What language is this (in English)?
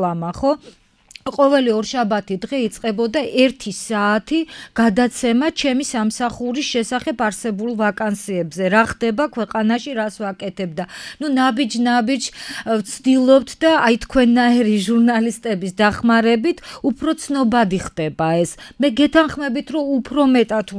Georgian